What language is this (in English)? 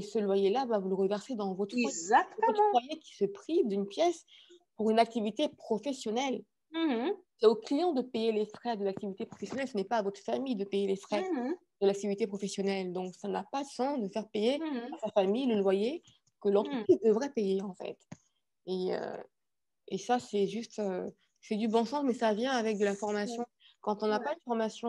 French